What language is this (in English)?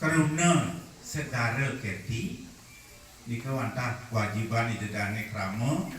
Balinese